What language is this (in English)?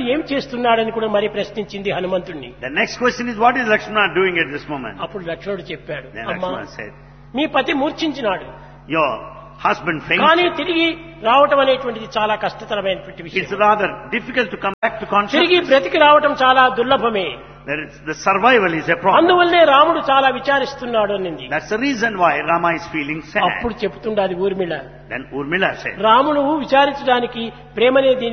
Telugu